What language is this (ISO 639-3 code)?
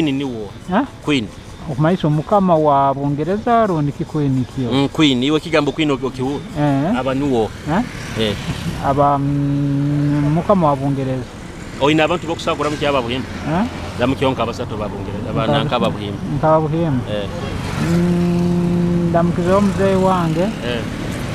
nyo